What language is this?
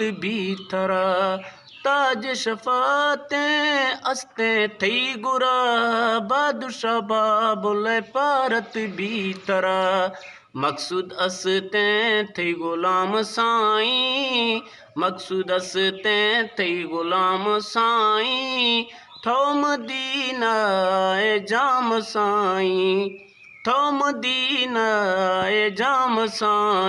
Eastern Balochi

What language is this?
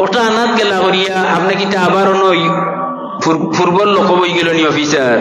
Sylheti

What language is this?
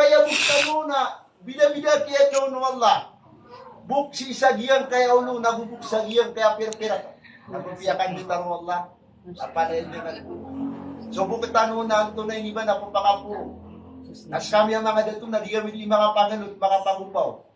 Maranao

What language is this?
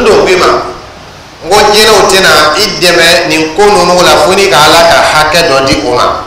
Dyula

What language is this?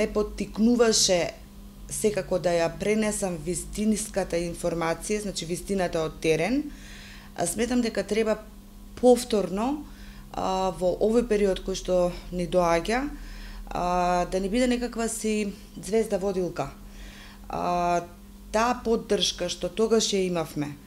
Macedonian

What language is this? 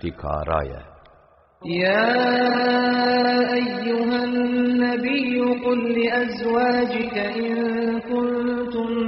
Arabic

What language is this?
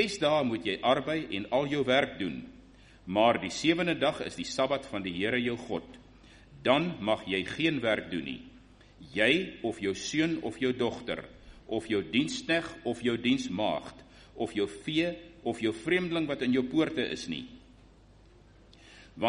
Afrikaans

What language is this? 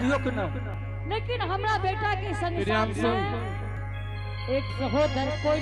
Angika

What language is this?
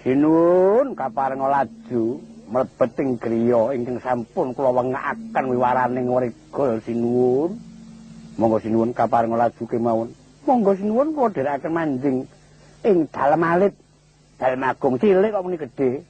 Javanese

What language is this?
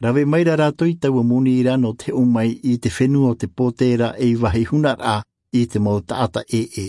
Tahitian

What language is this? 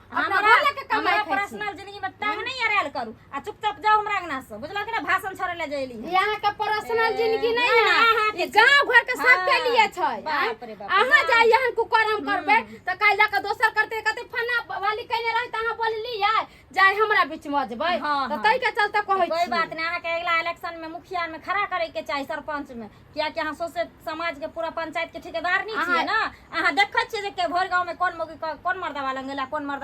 Maithili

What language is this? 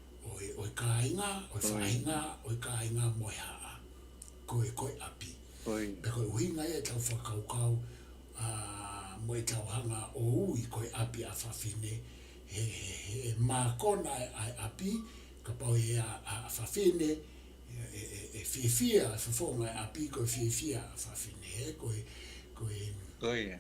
Tongan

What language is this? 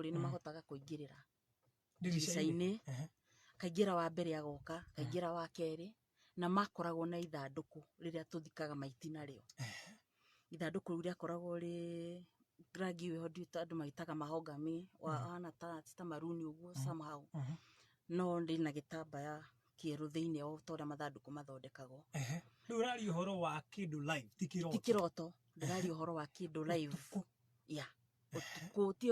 Kikuyu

